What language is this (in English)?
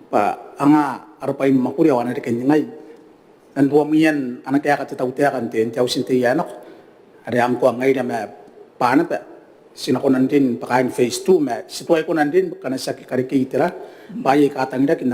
Gilbertese